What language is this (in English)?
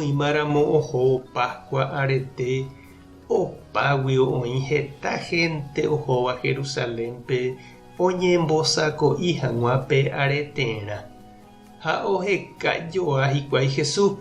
Guarani